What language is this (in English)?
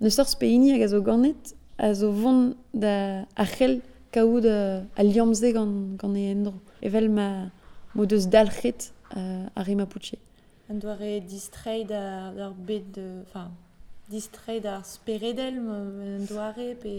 Breton